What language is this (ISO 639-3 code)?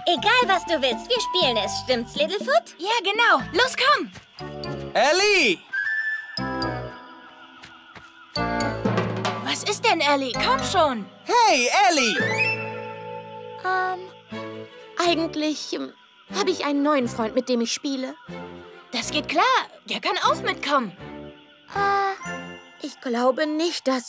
deu